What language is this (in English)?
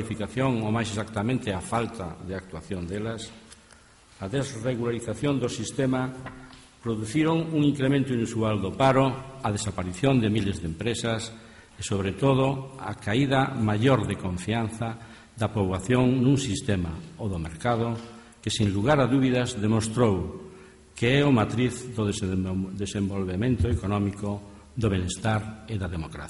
Galician